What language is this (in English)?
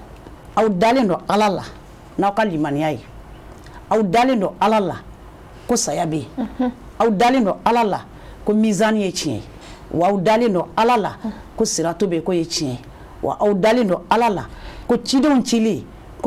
Bambara